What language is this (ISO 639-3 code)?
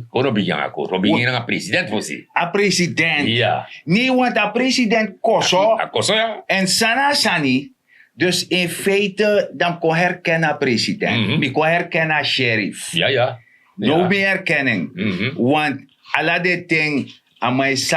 srn